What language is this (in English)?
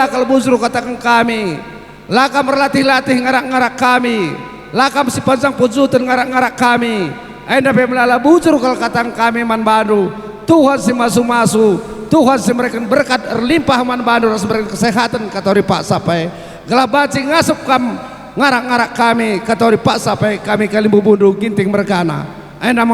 Batak Karo